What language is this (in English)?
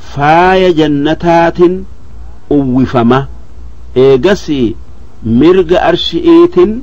Oromo